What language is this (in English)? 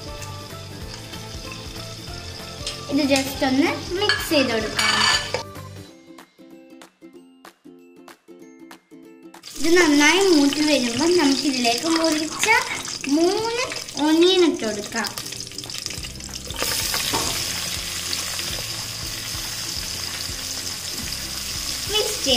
Malayalam